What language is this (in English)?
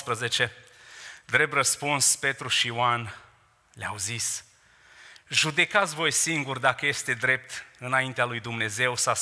Romanian